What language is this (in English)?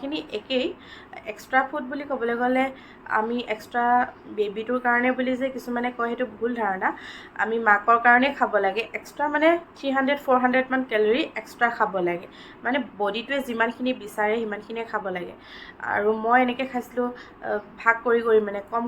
Assamese